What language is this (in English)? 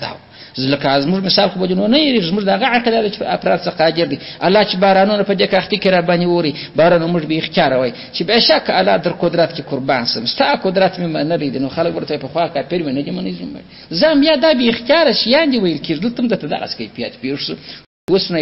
Pashto